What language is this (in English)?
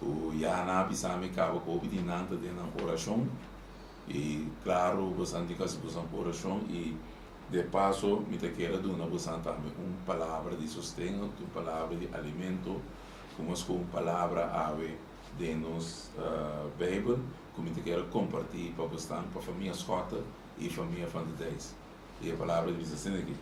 Papiamento